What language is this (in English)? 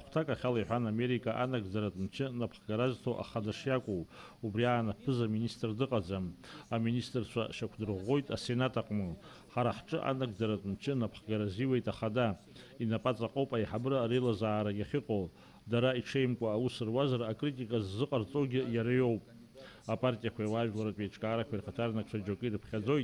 Abkhazian